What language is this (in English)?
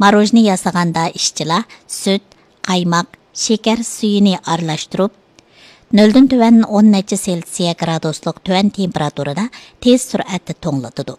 Uyghur